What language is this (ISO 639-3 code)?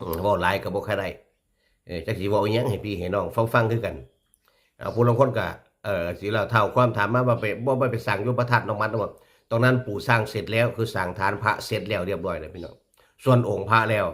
tts